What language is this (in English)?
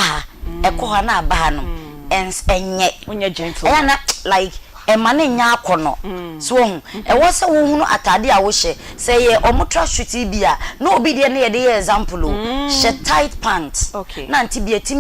Akan